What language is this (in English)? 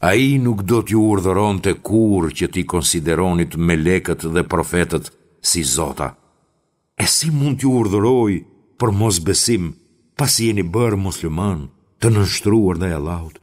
Albanian